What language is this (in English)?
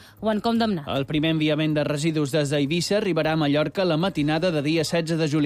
Catalan